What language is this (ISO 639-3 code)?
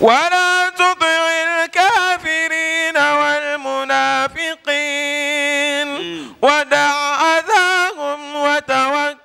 dag